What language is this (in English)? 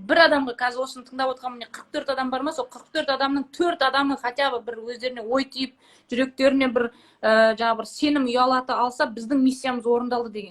Kazakh